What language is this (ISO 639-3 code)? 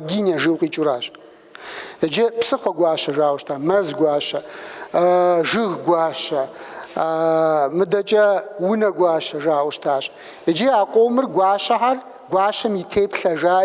kbd